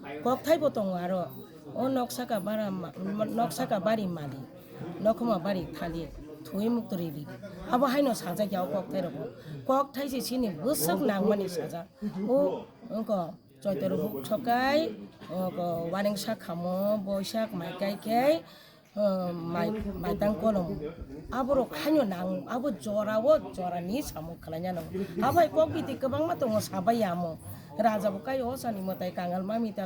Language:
Kok Borok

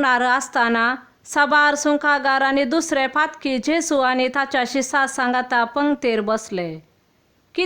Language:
Konkani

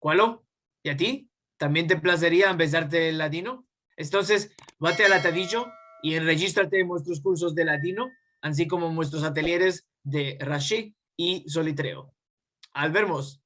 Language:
Ladino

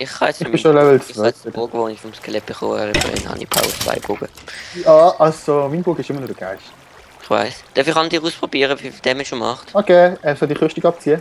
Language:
Swiss German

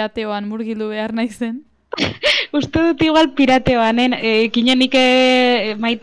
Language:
Basque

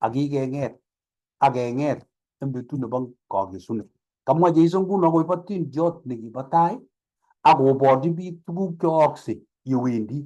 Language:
Kalenjin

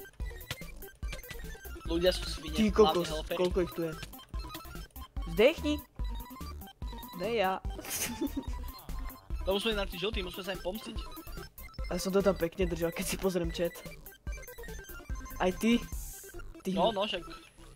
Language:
Slovak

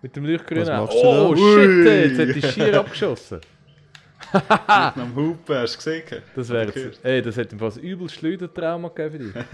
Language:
Swiss German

